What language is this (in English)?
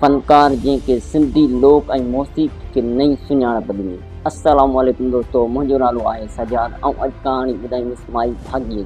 Sindhi